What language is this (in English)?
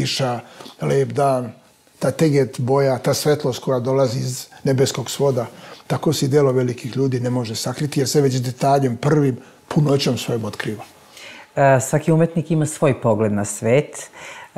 Serbian